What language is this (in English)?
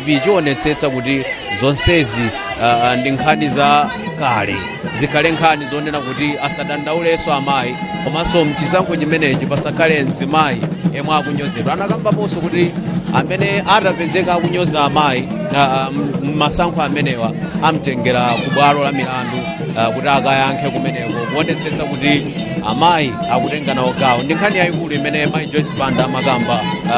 Nyanja